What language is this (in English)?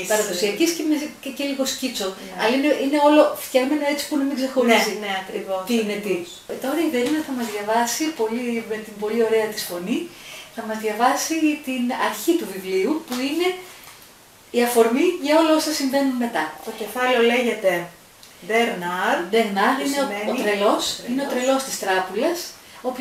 Greek